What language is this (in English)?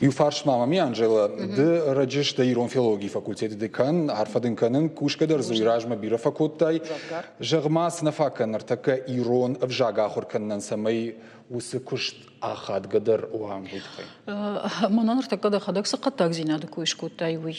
Ossetic